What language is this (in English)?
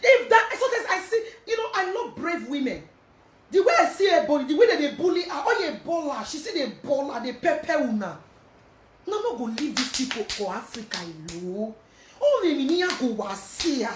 Nigerian Pidgin